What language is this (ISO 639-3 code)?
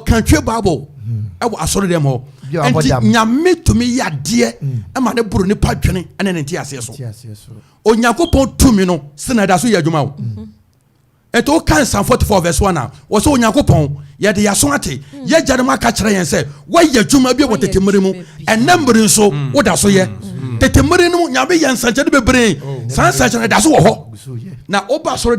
aka